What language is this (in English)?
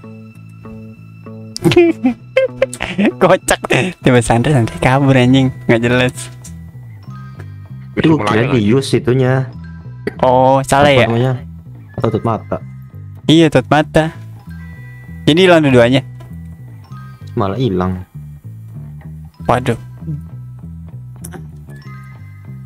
Indonesian